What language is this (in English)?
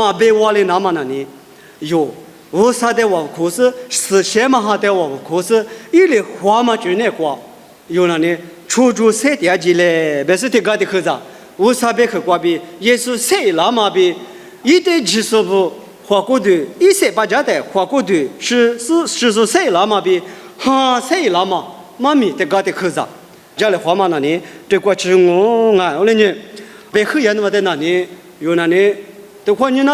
Lisu